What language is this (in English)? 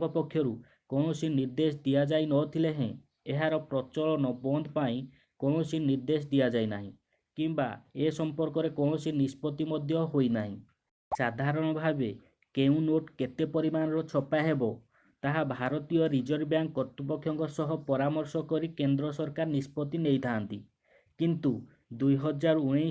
Odia